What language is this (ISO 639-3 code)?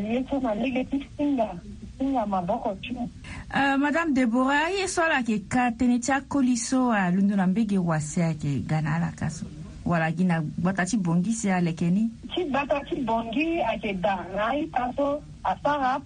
sag